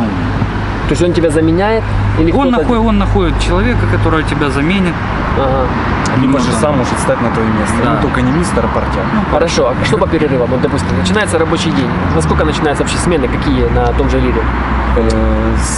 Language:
Russian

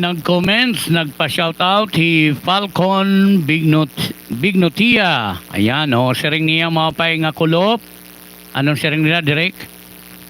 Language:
Waray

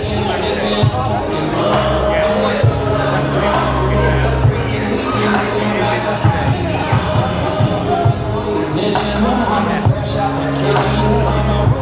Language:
English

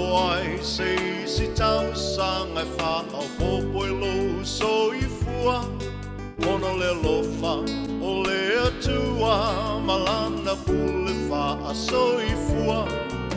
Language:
Samoan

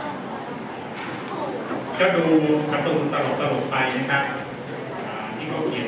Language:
Thai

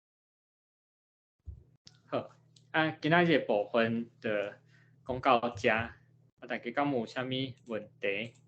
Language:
Min Nan Chinese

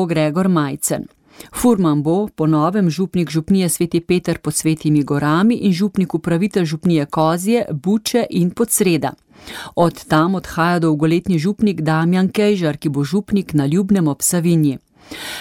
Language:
Slovenian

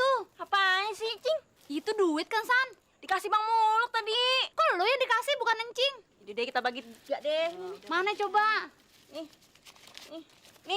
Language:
Betawi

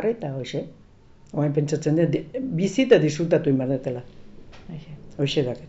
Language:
Basque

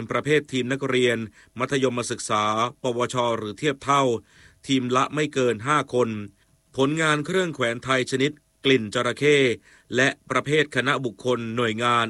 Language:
Thai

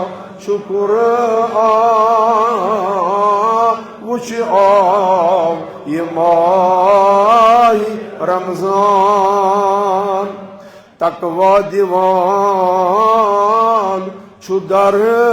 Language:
Kashmiri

